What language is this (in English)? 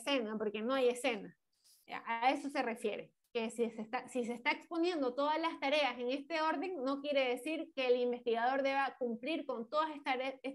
Spanish